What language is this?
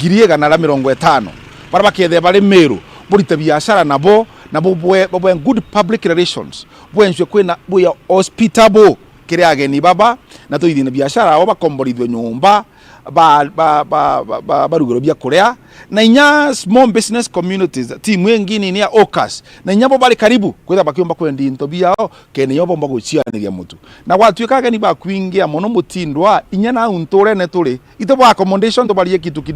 Meru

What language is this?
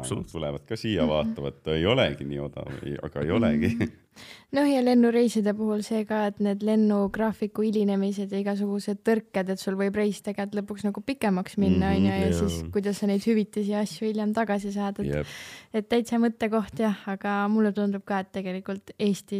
Estonian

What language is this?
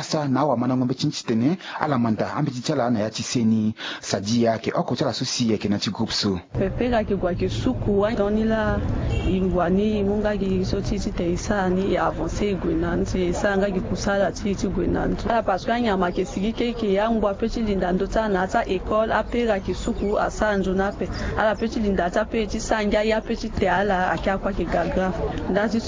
Sango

